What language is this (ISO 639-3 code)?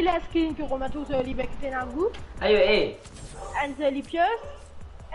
mfe